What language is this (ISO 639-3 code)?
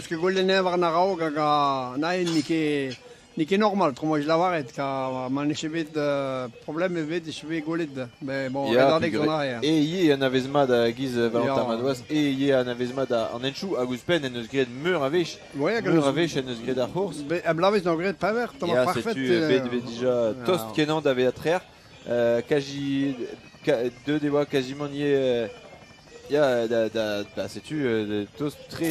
bre